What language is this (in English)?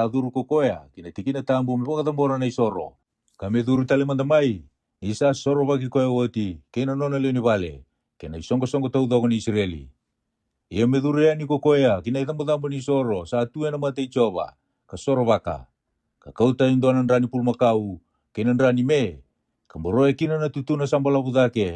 Fijian